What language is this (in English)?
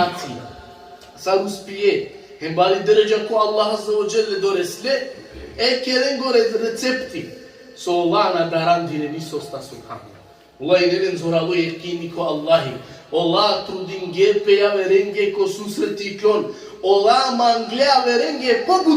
Balkan Romani